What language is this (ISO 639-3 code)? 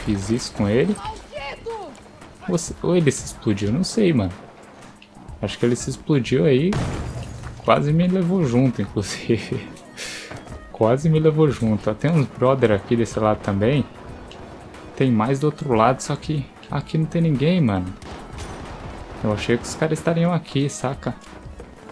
por